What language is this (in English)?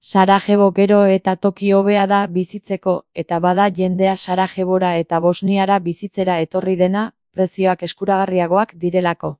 Basque